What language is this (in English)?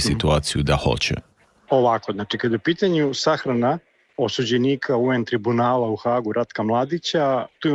Serbian